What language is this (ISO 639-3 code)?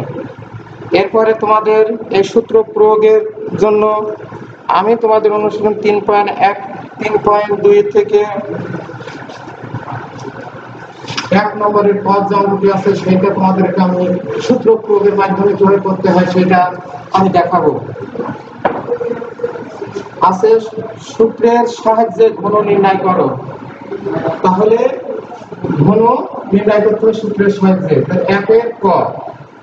ben